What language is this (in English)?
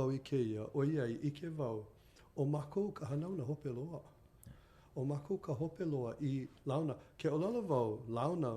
Hawaiian